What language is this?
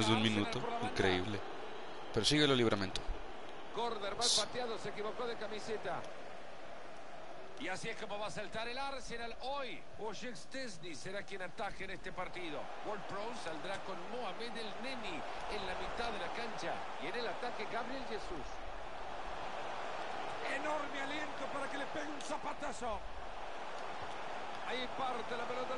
Spanish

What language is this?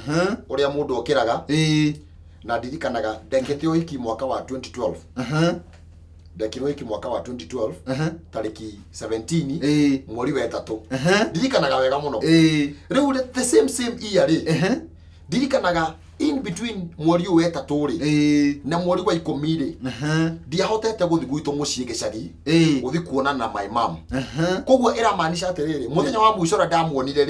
Kikuyu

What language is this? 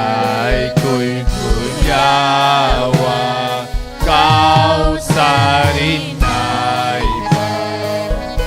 Ayacucho Quechua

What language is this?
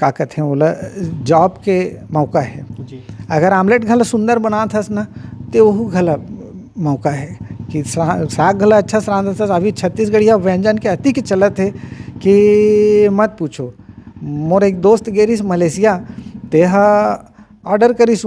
Chhattisgarhi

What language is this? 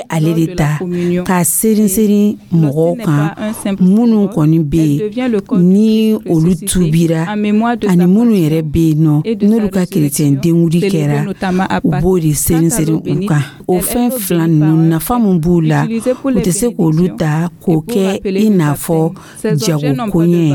Dyula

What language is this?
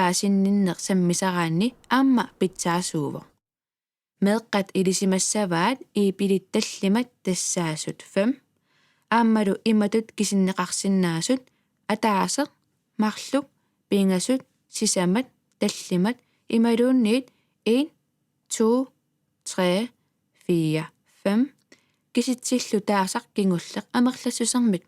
Kalaallisut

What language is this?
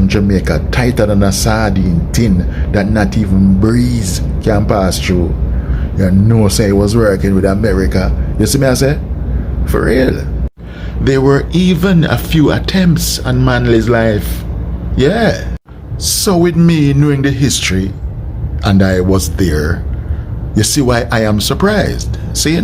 Jamaican Creole English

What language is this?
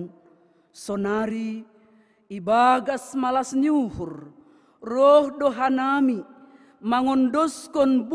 Batak Simalungun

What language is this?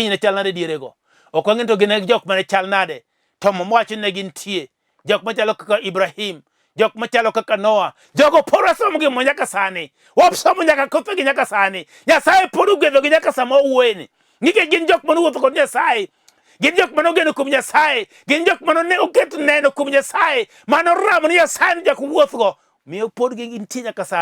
Luo (Kenya and Tanzania)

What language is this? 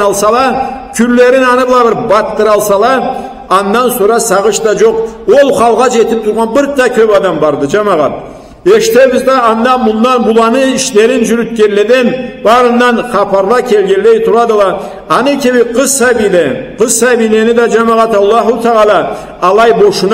Karachay-Balkar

